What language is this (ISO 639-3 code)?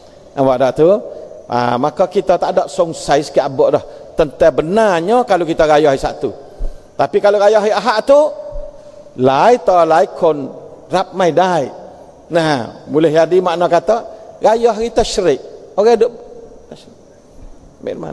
msa